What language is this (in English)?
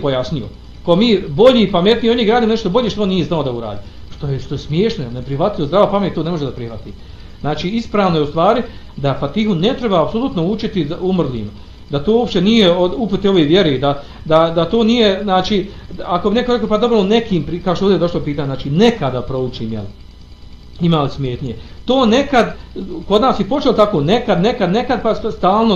Bosnian